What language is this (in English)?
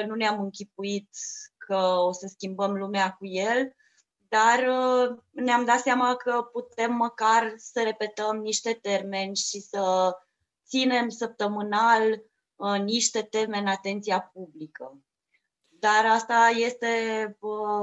Romanian